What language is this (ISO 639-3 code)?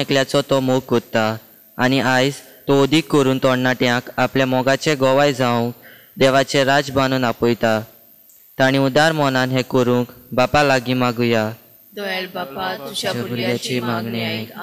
kok